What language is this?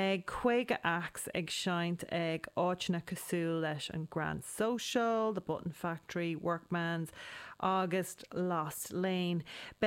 Irish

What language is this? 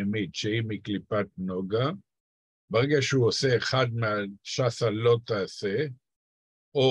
Hebrew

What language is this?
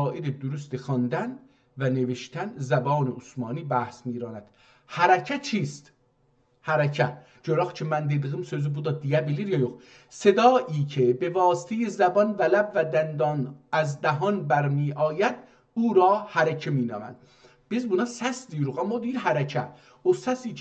South Azerbaijani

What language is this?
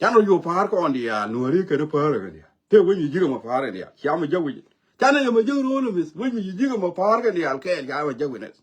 Nuer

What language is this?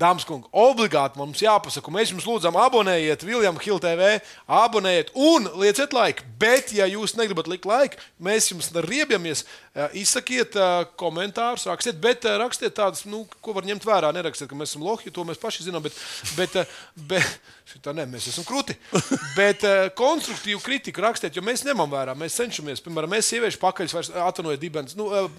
Latvian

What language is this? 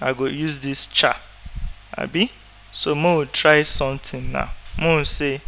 Nigerian Pidgin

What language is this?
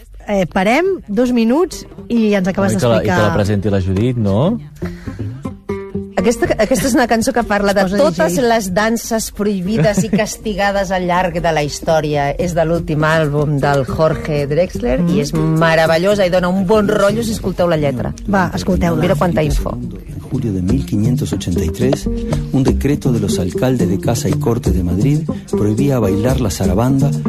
Catalan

